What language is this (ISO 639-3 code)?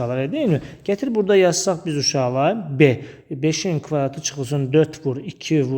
aze